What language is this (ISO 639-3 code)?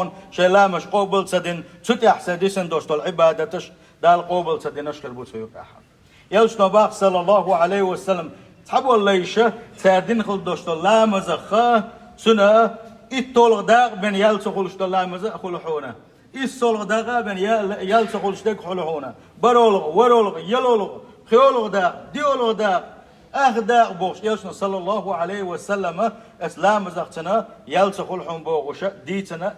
che